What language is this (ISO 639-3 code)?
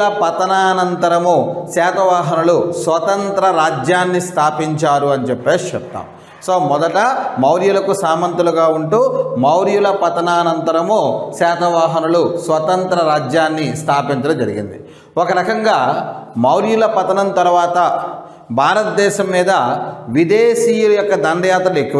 tel